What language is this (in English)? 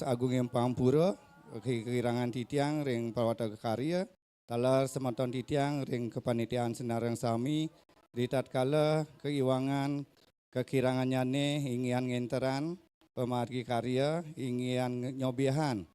Balinese